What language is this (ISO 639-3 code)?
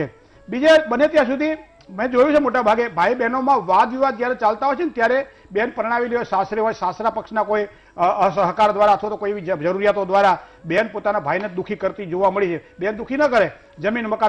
guj